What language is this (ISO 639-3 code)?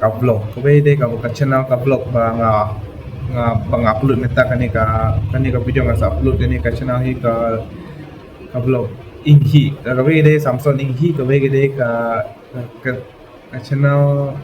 kha